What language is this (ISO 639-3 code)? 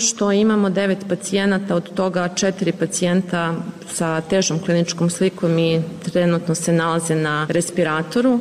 srp